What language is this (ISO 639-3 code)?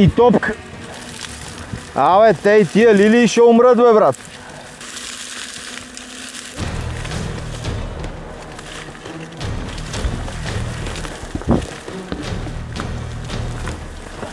bul